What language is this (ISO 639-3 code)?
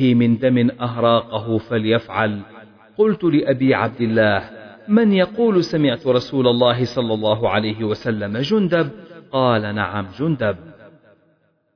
ara